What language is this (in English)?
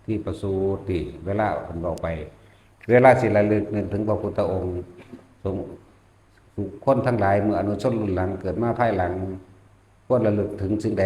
Northeastern Thai